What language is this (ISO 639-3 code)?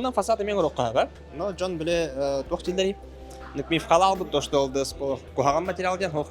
sah